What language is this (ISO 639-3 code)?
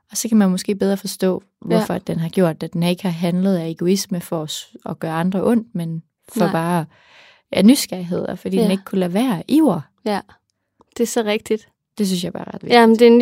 dan